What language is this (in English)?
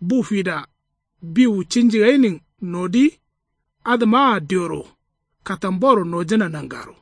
Kanuri